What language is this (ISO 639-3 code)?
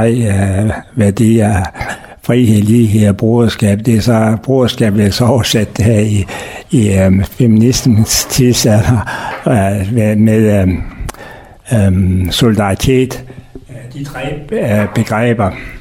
dan